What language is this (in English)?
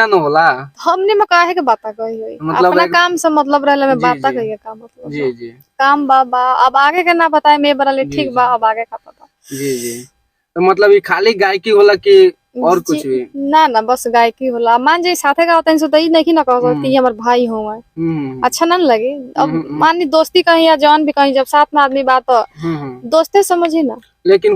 Bhojpuri